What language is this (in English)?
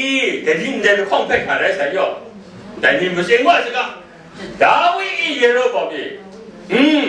Kachin